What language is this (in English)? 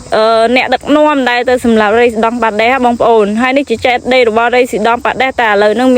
Khmer